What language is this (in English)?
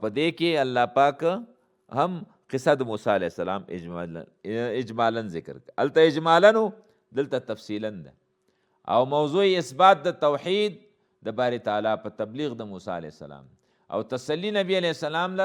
Pashto